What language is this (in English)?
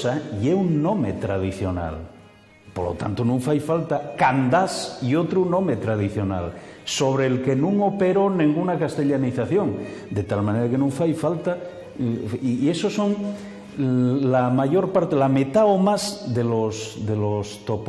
Asturian